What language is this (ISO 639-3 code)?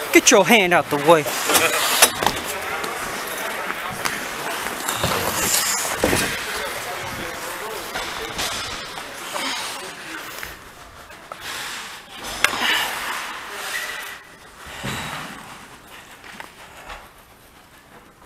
eng